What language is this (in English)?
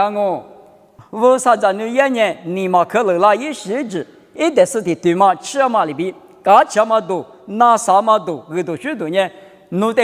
Lisu